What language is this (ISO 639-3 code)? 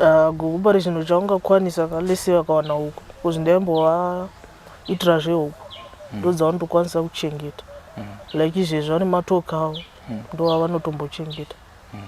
sna